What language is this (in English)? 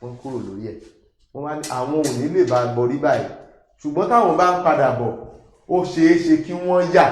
Yoruba